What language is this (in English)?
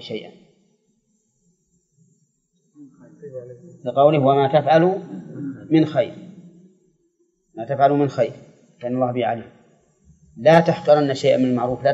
Arabic